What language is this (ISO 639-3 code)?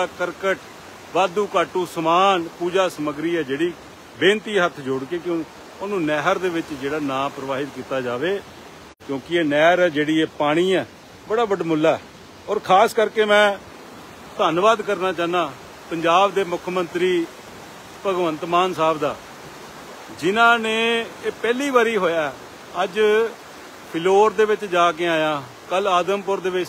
pan